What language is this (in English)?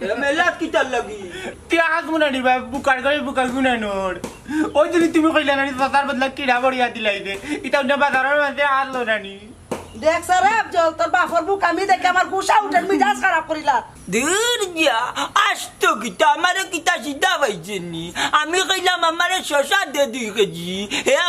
Sylheti